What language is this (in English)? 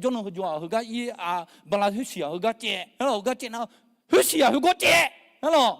Akha